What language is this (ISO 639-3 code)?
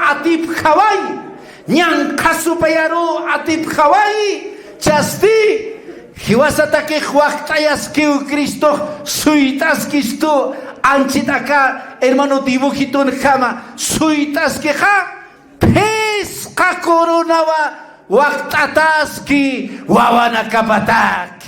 aym